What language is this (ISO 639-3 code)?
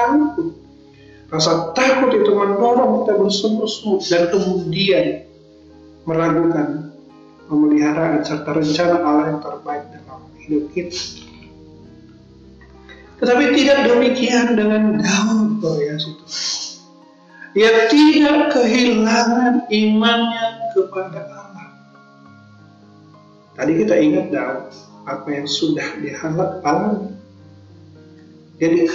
ind